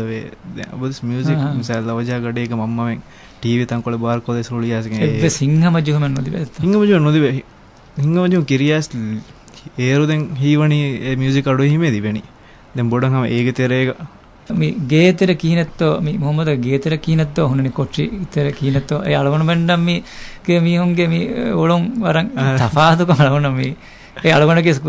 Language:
Divehi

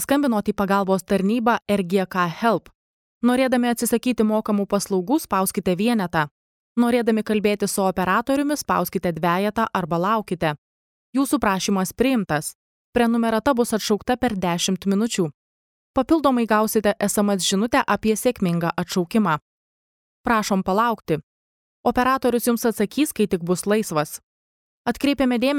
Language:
Lithuanian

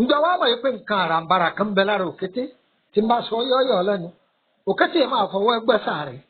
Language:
Yoruba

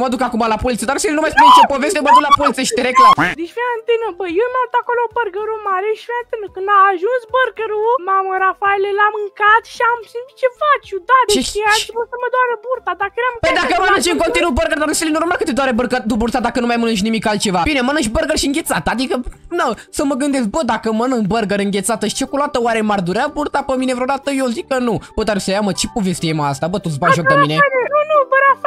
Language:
Romanian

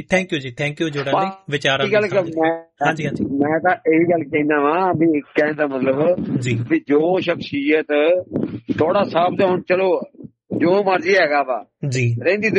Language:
Punjabi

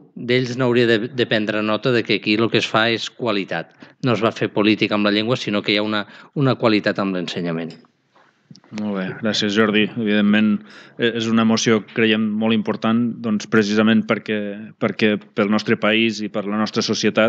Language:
Catalan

